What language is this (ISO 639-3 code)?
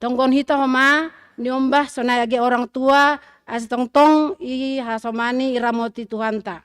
bts